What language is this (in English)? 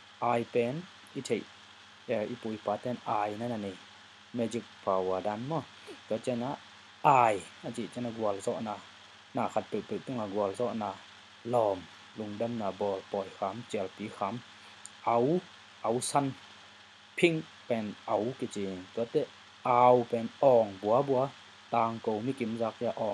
Tedim Chin